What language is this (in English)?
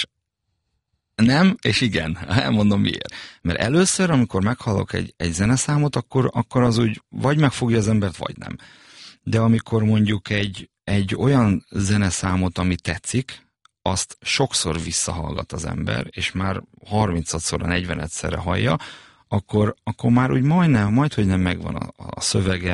Hungarian